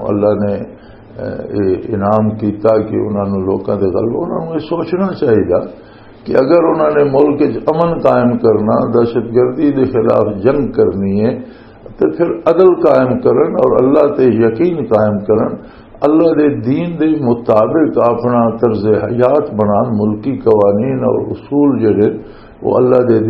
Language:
Western Panjabi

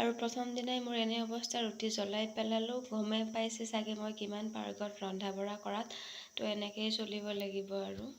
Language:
Assamese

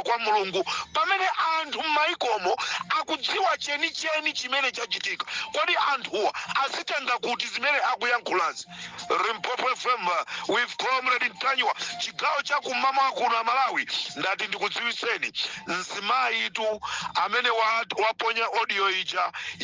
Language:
Nyanja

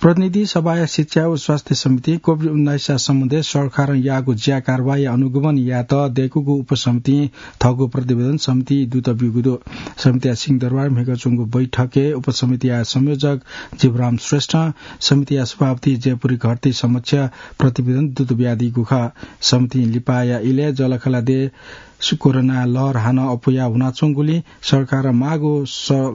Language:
Newari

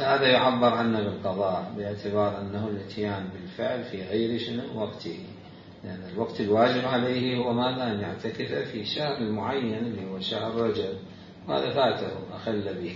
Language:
Mesopotamian Arabic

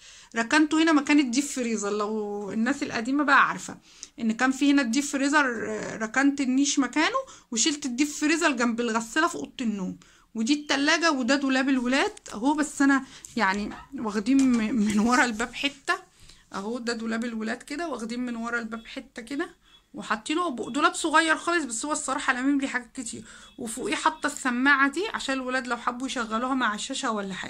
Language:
Egyptian Arabic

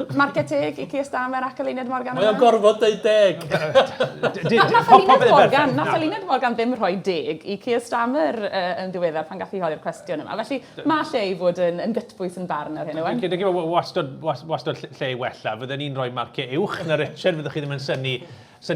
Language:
Welsh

